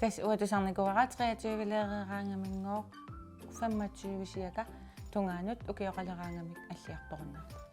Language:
Kalaallisut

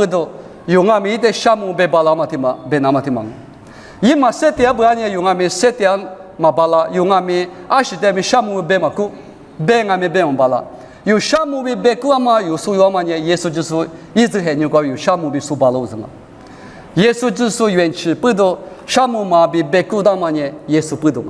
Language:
Lisu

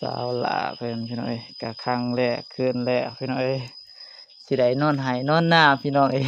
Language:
Lao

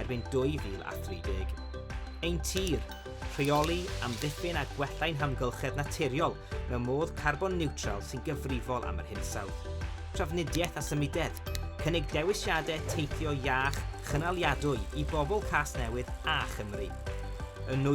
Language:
Welsh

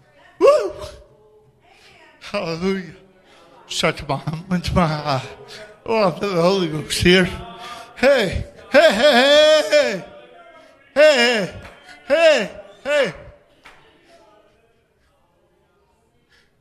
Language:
English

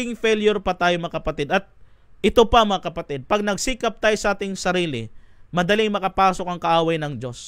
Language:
Filipino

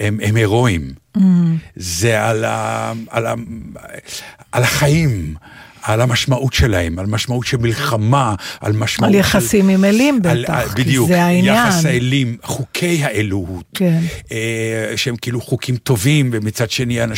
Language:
Hebrew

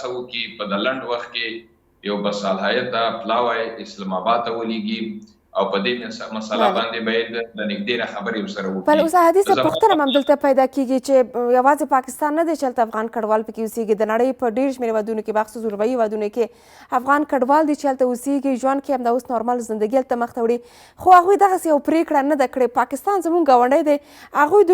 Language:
Pashto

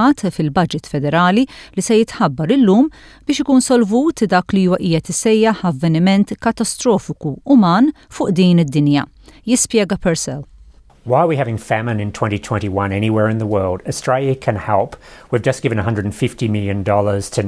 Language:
Maltese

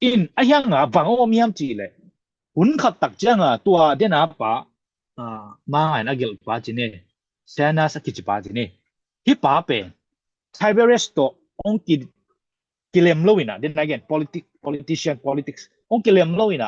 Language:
Tedim Chin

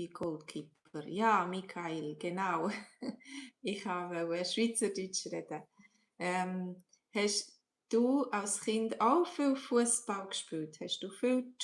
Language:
Swiss German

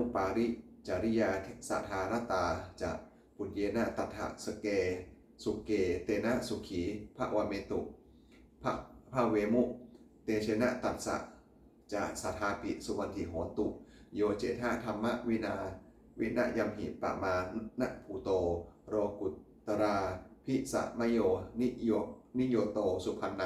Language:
Pali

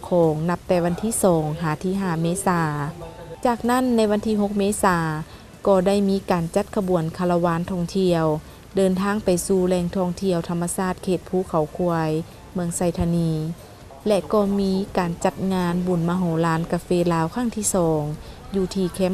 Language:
Lao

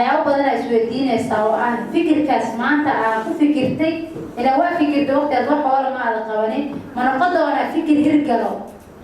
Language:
Somali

